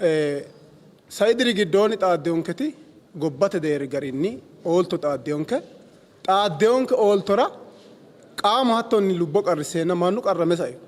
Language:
Sidamo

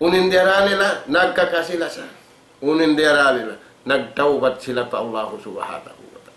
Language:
Tausug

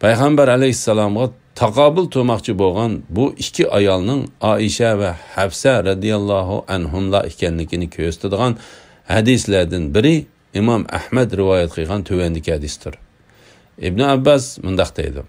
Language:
Uyghur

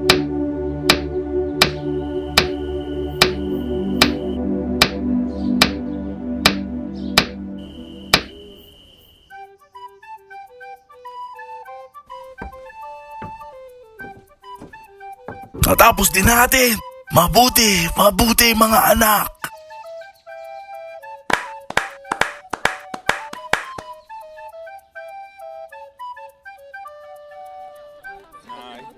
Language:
Filipino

